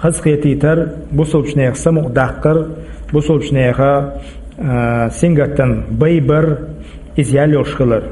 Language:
Chechen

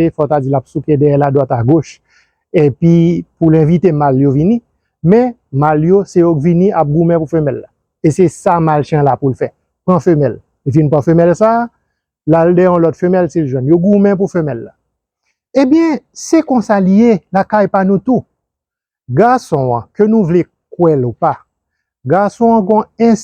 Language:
Haitian Creole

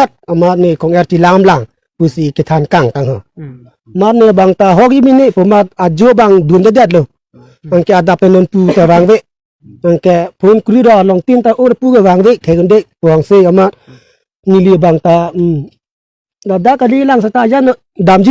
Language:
Karbi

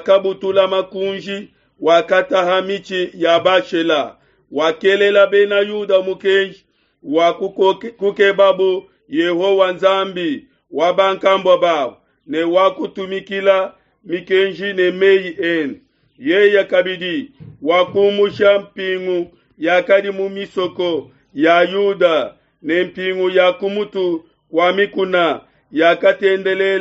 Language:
Luba-Lulua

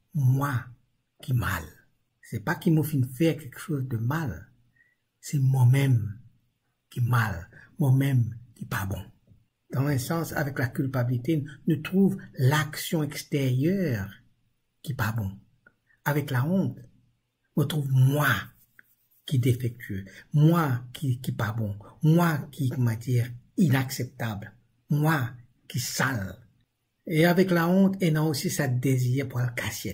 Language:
Morisyen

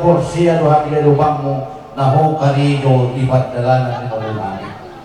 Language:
Batak Toba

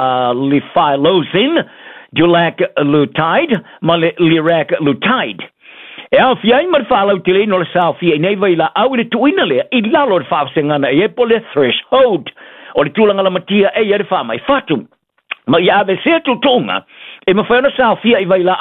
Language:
Samoan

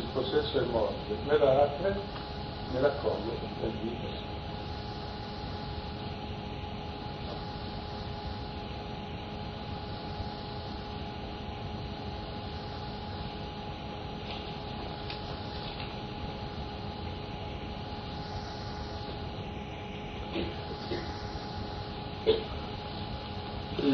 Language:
Italian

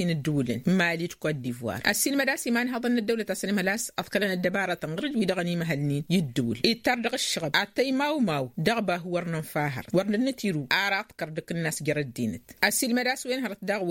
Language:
Tamasheq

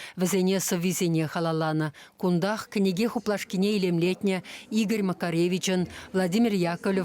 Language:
Chuvash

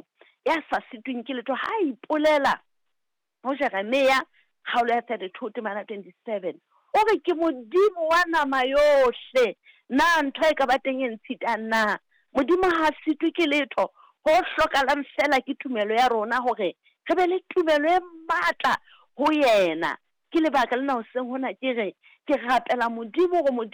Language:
Southern Sotho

